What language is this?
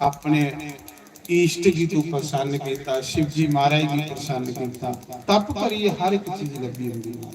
Dogri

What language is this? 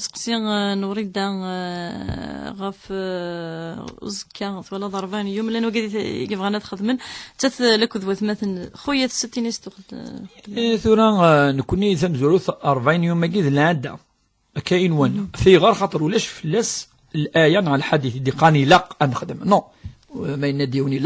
Kabyle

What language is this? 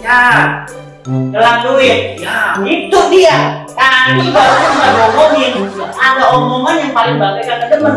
Betawi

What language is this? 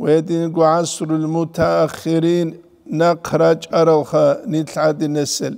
Avaric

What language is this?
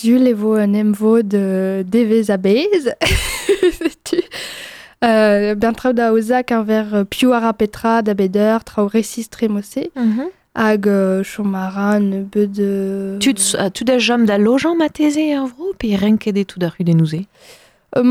Breton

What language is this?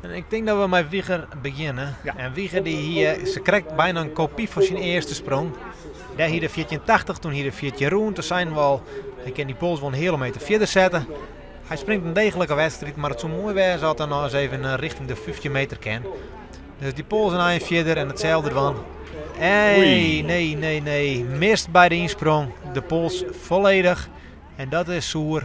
Western Frisian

